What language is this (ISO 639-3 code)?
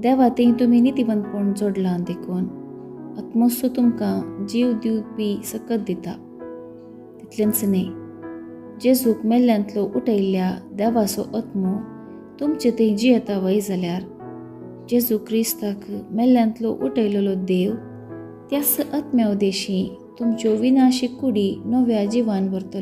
kok